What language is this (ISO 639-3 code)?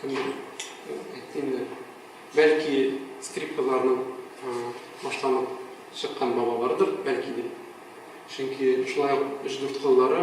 tat